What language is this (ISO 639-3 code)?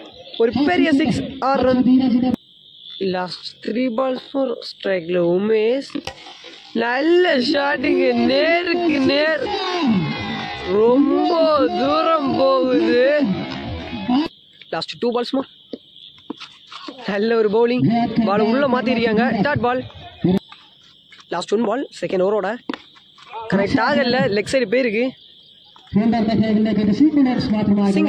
tam